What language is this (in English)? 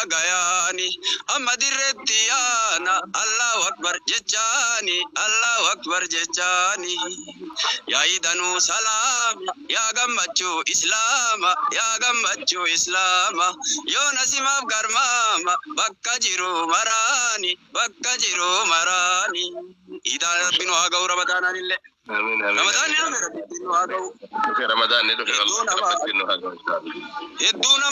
Oromo